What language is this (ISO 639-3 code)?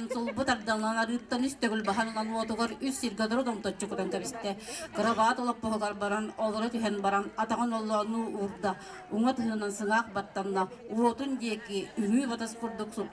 sah